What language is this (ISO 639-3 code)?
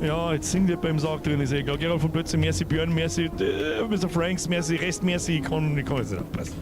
bar